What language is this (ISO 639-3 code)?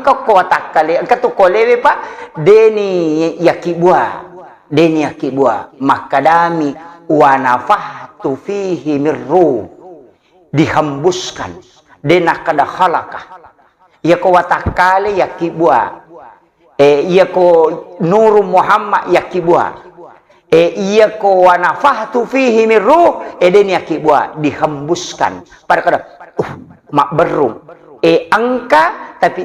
bug